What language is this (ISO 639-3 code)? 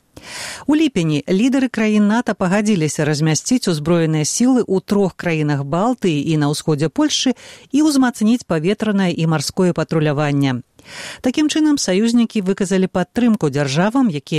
bel